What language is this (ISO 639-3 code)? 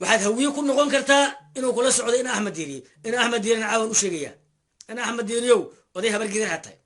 som